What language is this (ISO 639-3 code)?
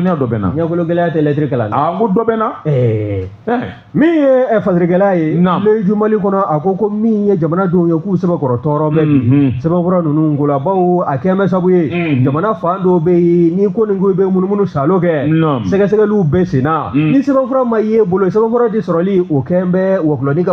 bam